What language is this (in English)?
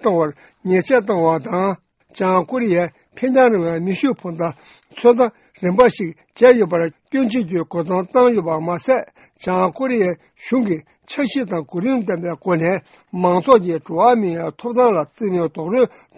Tibetan